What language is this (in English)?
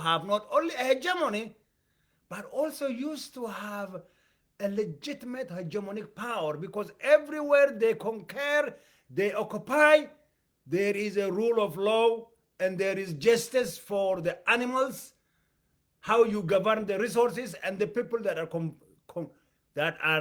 English